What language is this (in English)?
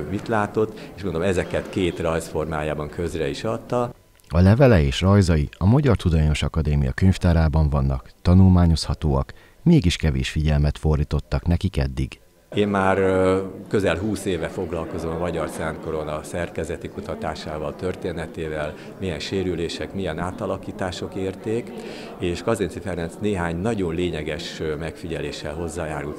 Hungarian